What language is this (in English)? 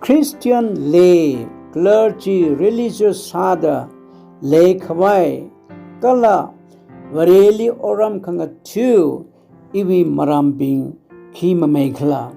Tangkhul Naga (India)